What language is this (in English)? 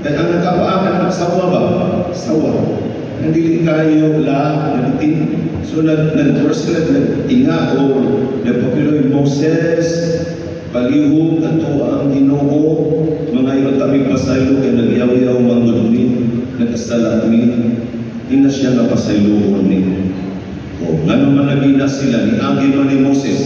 Cebuano